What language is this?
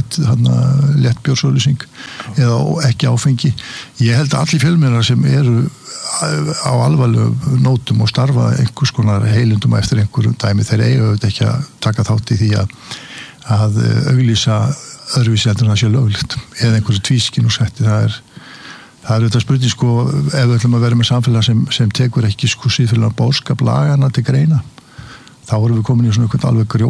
Icelandic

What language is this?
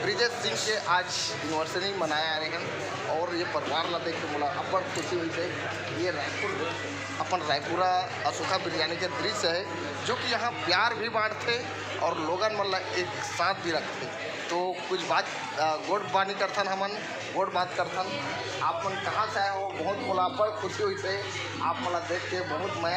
Chhattisgarhi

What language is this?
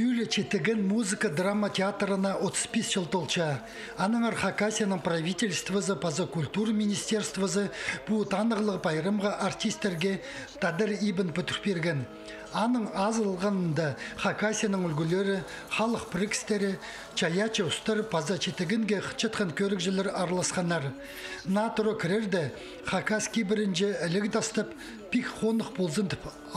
Khakas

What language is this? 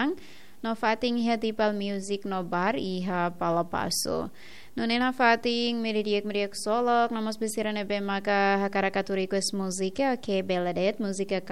Tetum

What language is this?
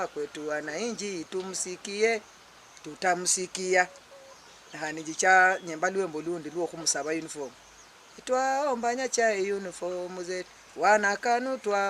Luyia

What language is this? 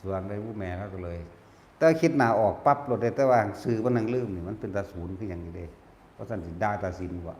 Northeastern Thai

